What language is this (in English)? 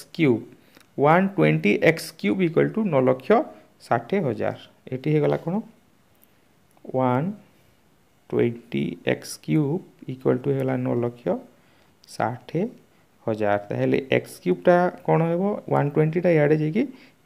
Odia